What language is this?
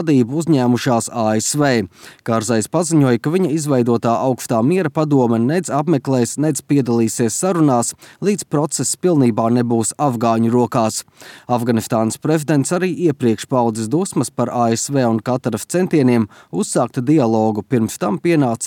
Latvian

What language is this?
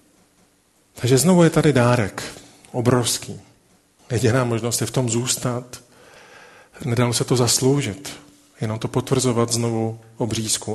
Czech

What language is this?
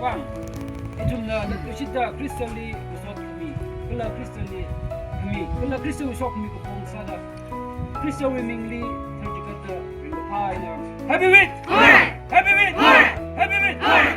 Tangkhul Naga (India)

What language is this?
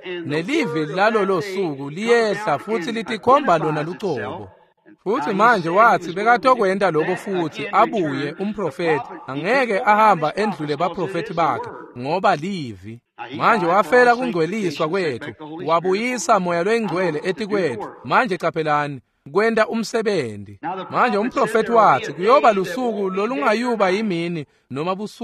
Swati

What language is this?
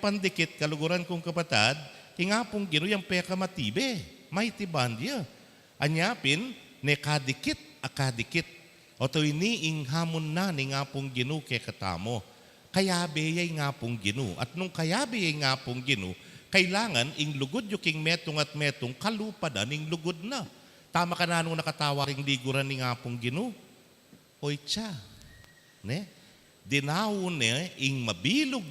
Pampanga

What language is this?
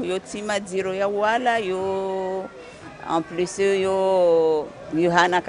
Ngazidja Comorian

